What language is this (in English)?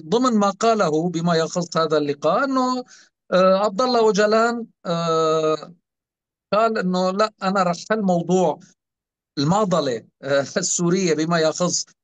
North Levantine Arabic